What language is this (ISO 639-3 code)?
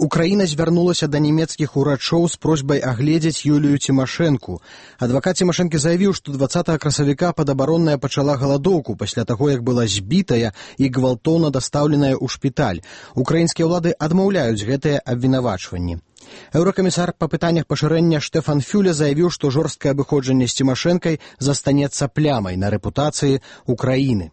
bel